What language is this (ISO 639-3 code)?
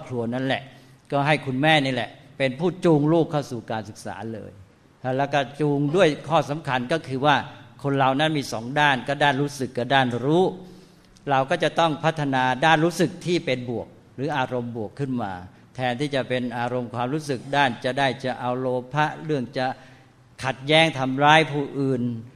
tha